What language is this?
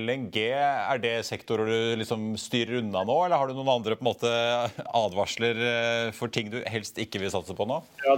Norwegian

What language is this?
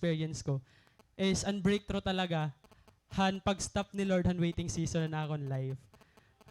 Waray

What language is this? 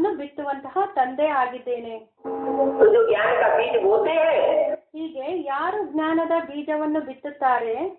Kannada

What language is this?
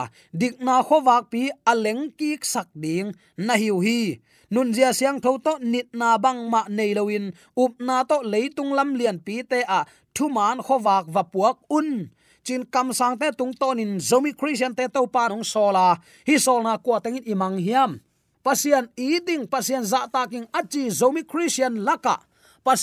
Tedim Chin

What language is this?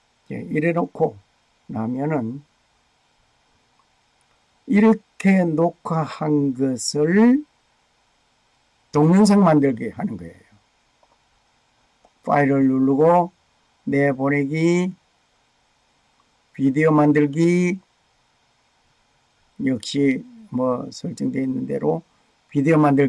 Korean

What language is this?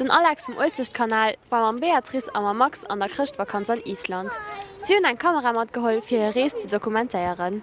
Luxembourgish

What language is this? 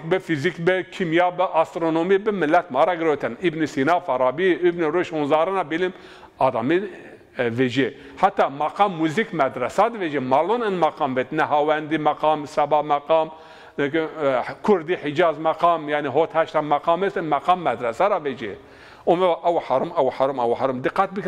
Zaza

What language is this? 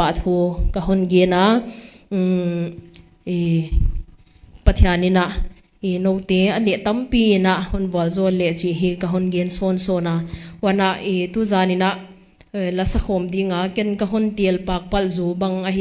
Paite Chin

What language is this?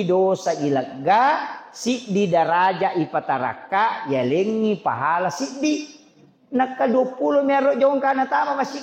Buginese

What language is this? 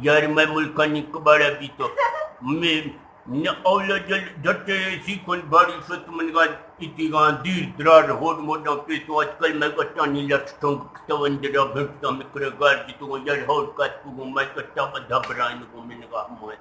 Eastern Balochi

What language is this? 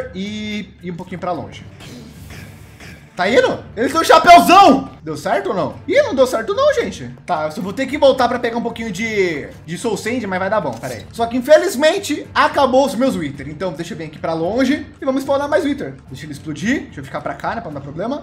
Portuguese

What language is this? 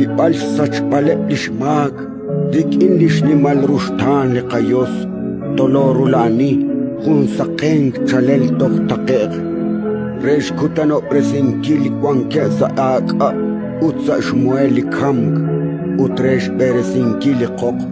Kekchí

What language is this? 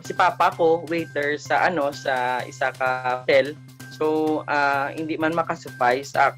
Hiligaynon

